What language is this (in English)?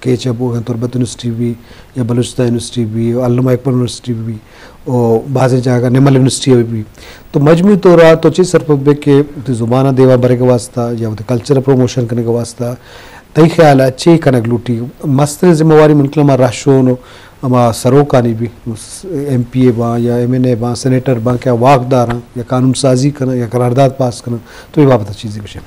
Eastern Balochi